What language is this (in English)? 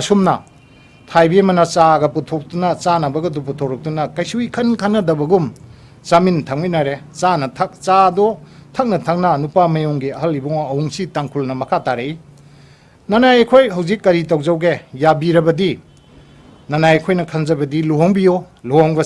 Manipuri